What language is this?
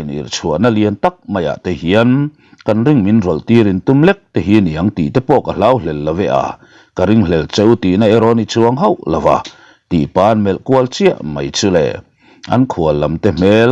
Mizo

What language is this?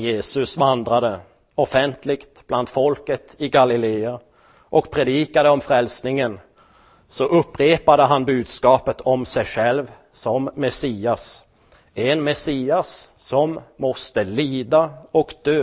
Swedish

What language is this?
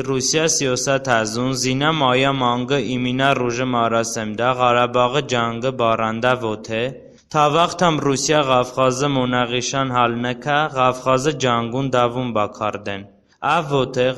Talysh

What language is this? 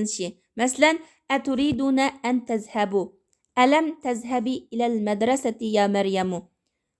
Uyghur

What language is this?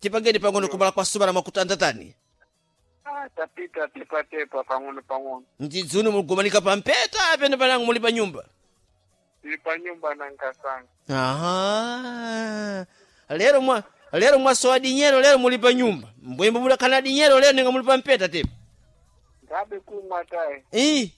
Sena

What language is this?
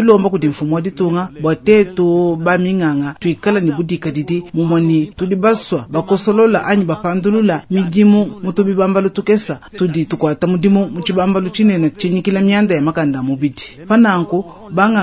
Luba-Lulua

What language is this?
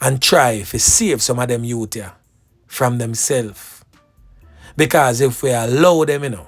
Jamaican Creole English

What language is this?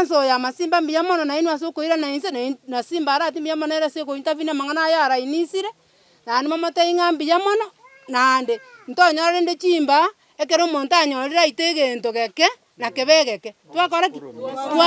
Gusii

